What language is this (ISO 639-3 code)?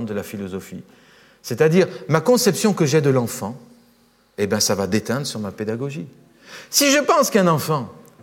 fra